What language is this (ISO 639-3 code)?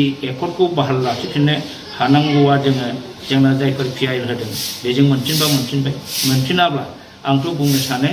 brx